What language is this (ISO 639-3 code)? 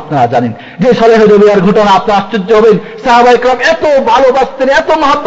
ben